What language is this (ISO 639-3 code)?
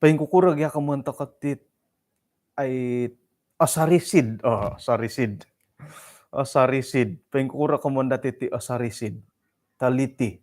dtp